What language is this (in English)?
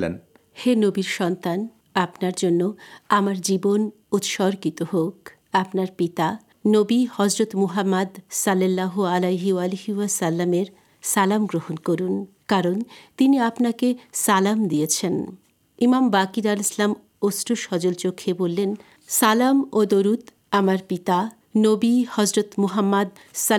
Bangla